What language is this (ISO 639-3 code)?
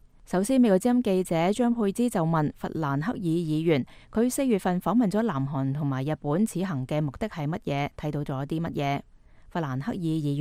yue